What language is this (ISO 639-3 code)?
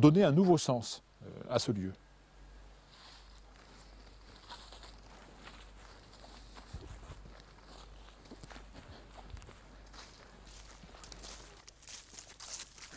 fra